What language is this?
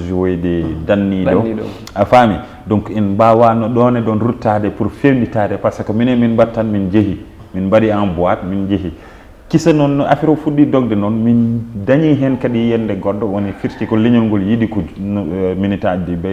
Fula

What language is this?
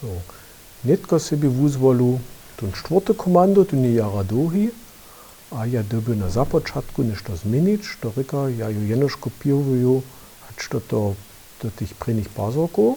Upper Sorbian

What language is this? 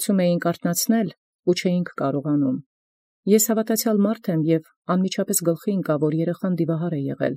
Armenian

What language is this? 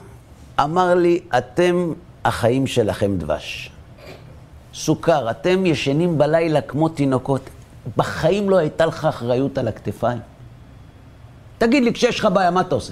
Hebrew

